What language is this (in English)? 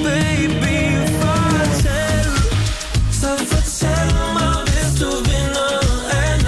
Danish